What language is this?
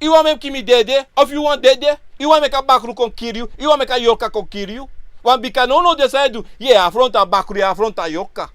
Sranan Tongo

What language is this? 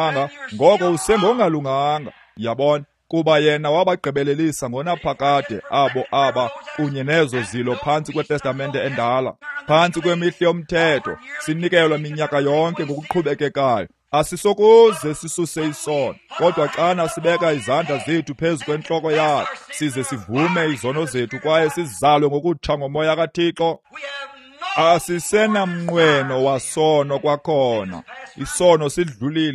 Xhosa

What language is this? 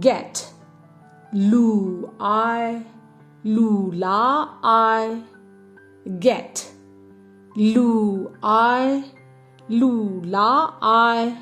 Kachin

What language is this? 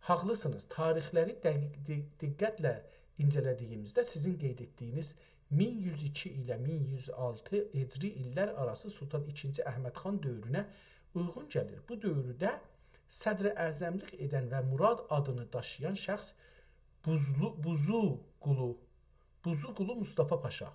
South Azerbaijani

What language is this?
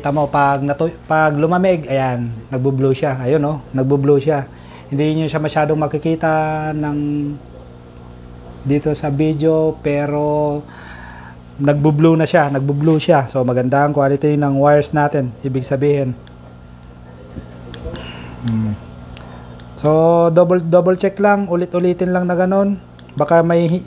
Filipino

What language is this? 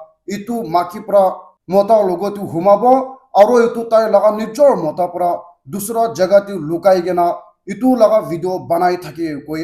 Naga Pidgin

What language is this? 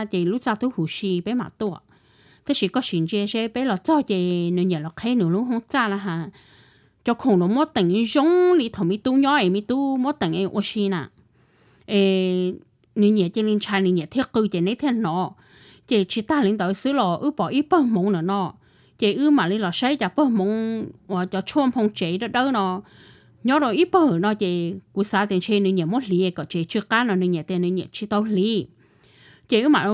Hmong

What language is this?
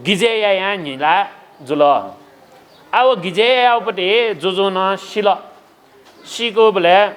Newari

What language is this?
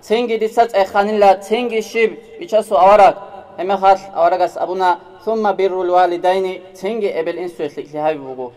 Avaric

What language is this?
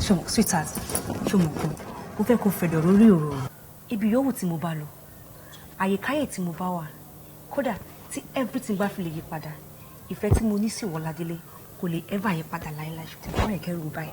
Yoruba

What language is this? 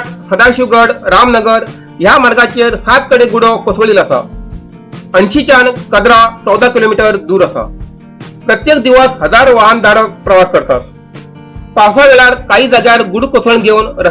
Konkani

